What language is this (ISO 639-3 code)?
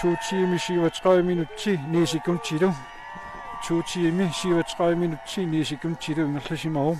kal